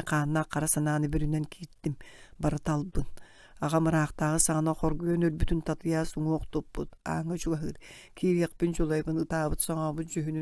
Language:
Yakut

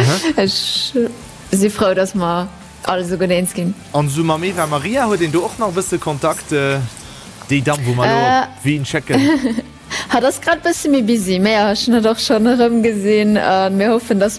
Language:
Luxembourgish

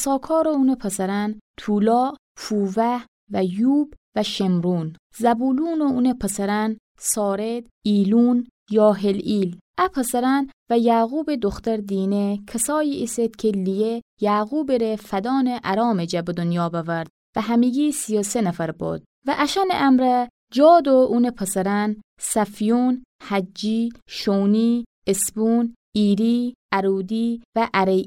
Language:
Gilaki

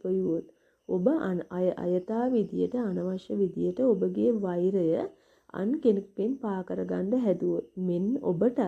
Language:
Sinhala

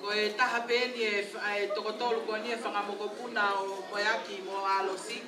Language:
Tongan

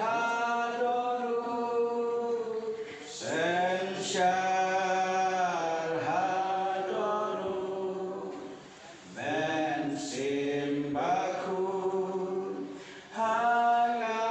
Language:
Khasi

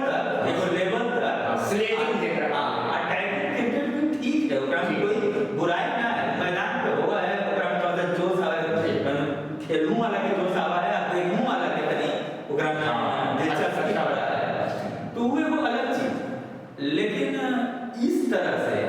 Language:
Magahi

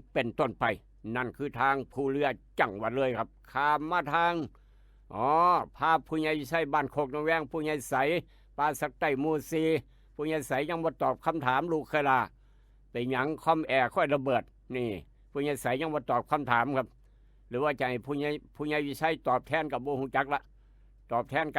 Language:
Northeastern Thai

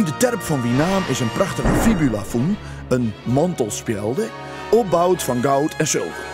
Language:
Western Frisian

